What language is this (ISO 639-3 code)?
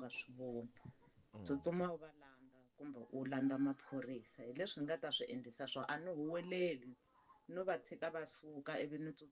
tso